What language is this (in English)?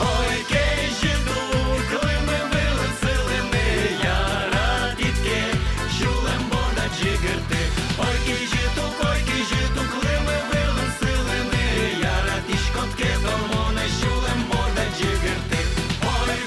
Udmurt